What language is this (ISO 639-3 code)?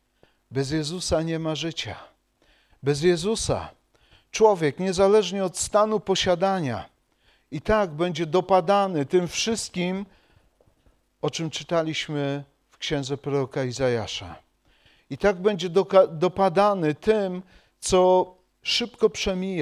pol